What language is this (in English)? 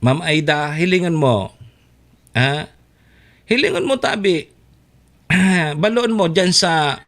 Bikol